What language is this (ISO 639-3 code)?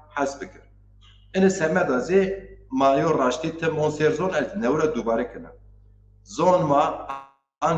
zza